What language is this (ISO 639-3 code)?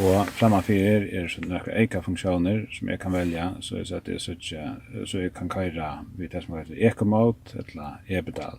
fao